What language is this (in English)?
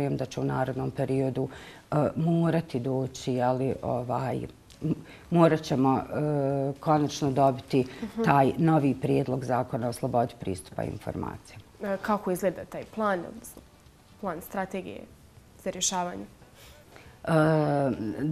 Bosnian